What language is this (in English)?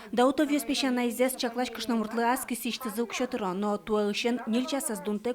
Udmurt